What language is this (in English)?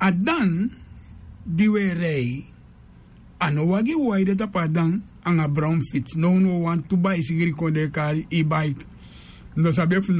Sranan Tongo